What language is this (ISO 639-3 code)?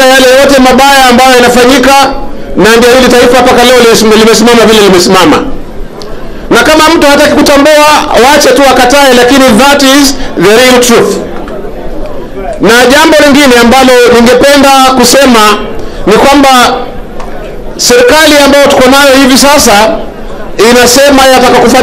swa